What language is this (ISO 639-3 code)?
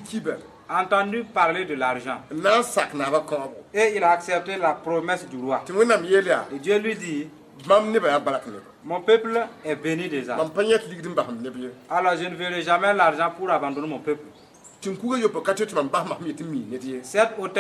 mos